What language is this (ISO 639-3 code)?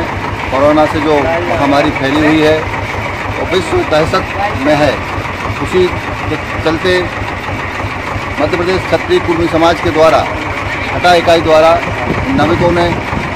hin